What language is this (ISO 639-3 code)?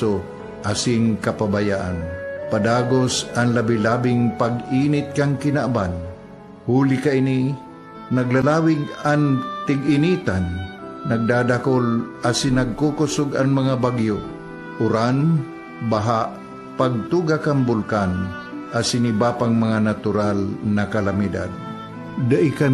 bik